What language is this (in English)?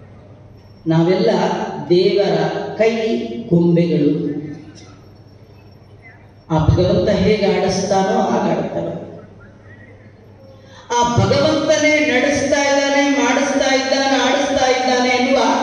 Kannada